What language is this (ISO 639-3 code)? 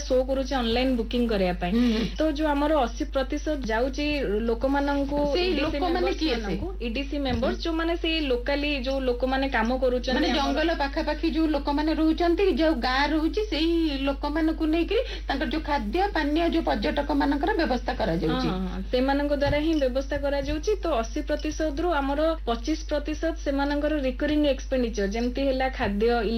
ori